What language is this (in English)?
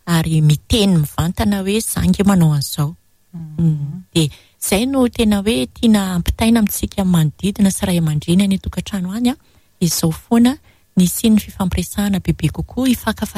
Malagasy